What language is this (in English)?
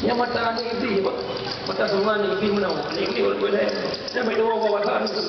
Achinese